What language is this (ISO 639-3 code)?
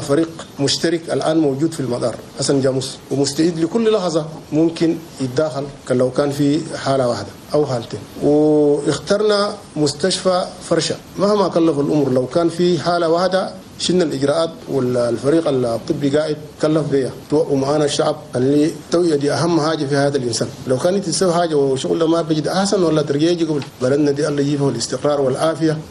shu